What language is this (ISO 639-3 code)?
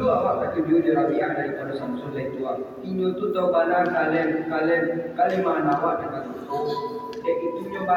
min